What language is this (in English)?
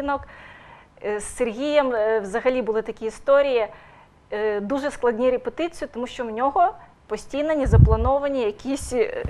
Ukrainian